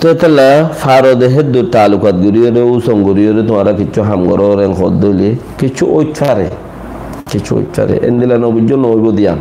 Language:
Rohingya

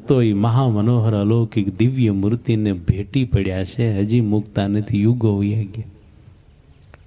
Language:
Gujarati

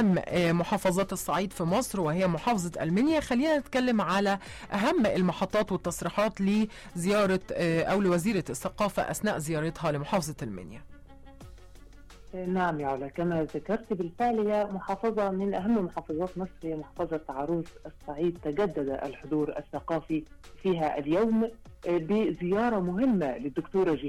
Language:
Arabic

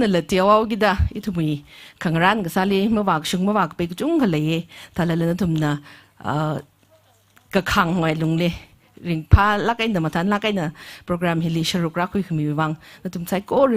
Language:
Tangkhul Naga (India)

